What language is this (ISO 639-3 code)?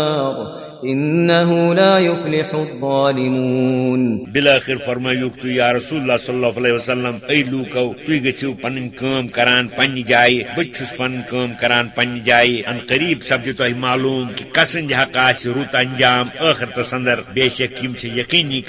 kas